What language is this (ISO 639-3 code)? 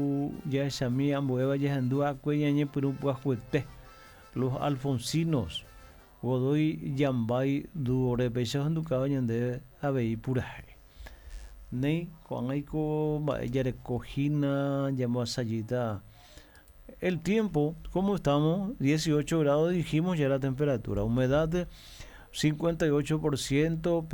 grn